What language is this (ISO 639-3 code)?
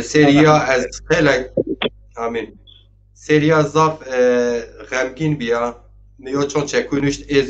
zza